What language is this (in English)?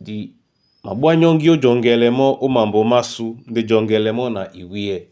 Duala